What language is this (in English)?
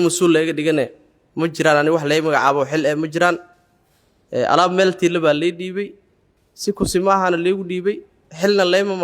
Somali